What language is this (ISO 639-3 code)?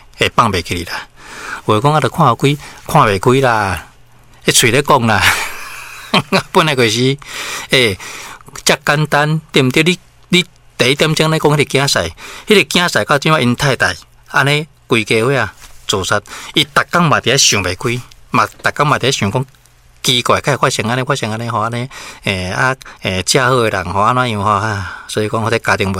nan